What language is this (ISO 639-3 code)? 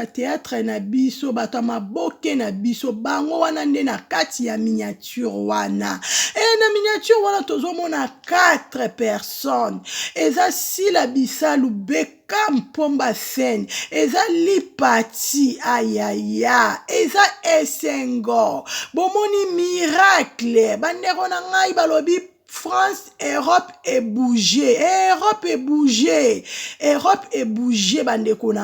lin